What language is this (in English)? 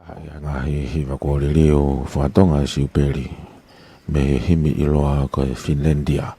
Tongan